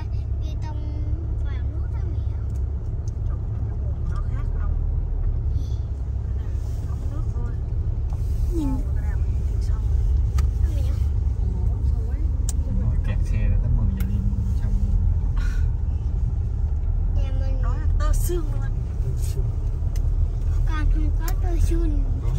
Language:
Vietnamese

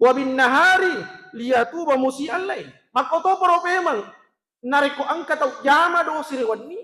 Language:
Buginese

